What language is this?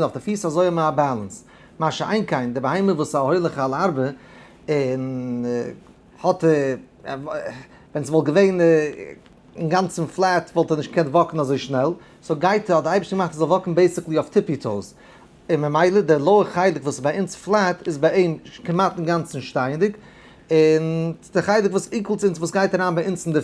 Yiddish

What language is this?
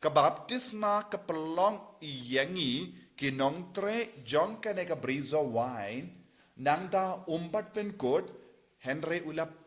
Khasi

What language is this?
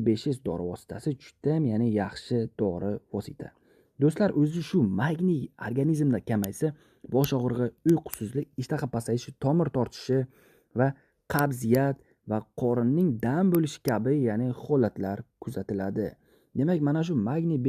Uzbek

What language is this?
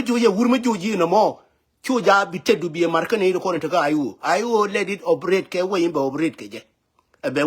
Nuer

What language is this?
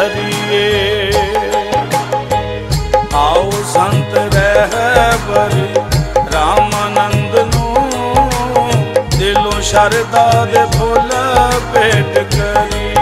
Punjabi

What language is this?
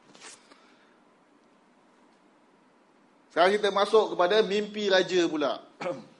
Malay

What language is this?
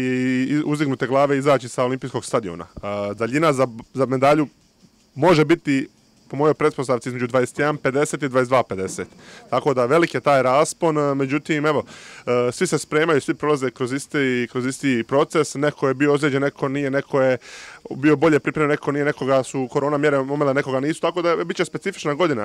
Croatian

